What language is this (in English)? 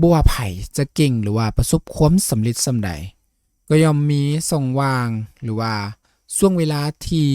Lao